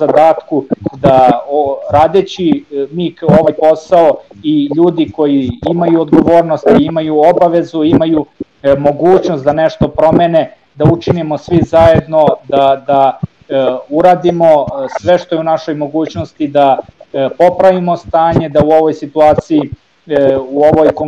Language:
Serbian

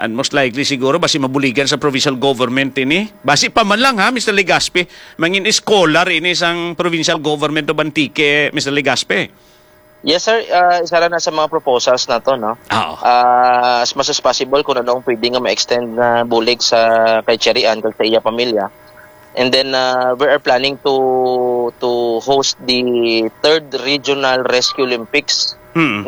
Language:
Hiligaynon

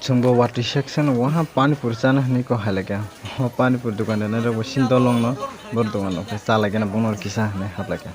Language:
Kok Borok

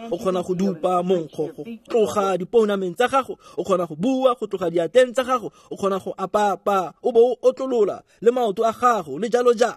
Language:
Tswana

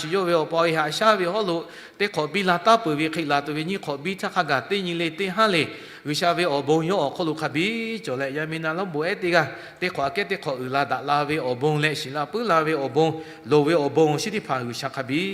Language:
Lahu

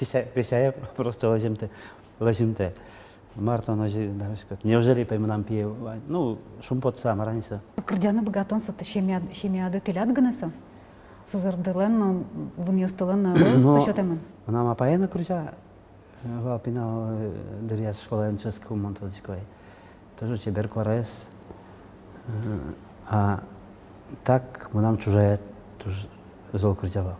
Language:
Udmurt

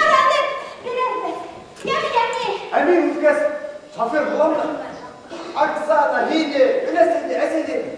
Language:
Bashkir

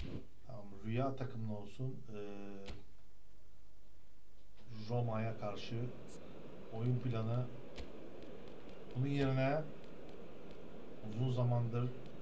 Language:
Turkish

